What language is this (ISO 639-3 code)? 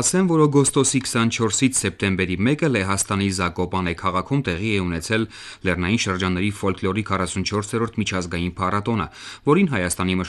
hye